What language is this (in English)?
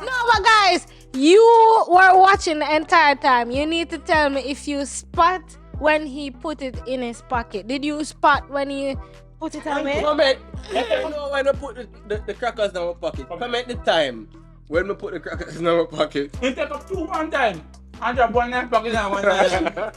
Jamaican Creole English